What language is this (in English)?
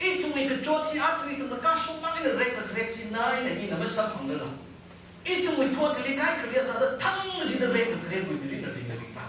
Tangkhul Naga (India)